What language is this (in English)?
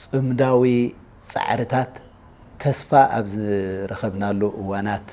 Tigrinya